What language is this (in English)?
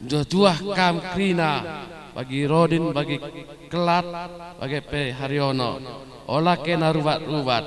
Batak Karo